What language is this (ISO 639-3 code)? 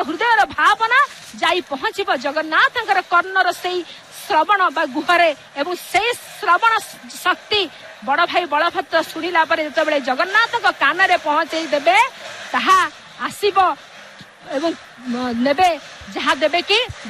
ori